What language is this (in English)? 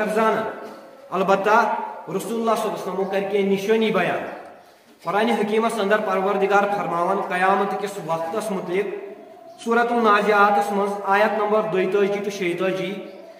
Kashmiri